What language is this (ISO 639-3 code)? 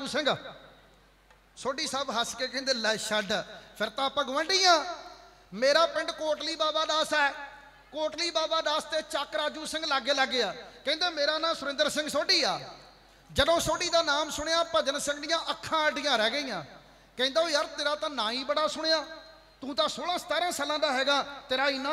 pan